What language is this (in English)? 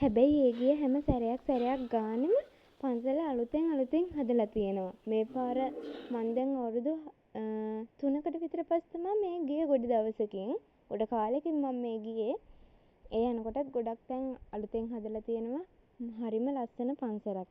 Sinhala